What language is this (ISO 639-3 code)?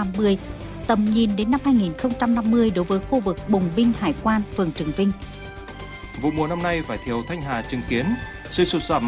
vie